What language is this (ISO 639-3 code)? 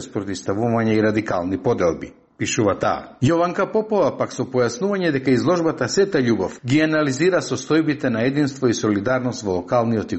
mkd